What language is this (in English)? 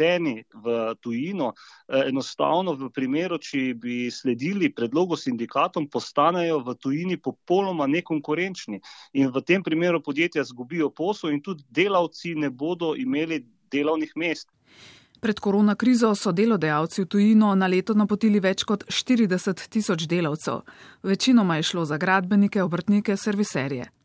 Slovenian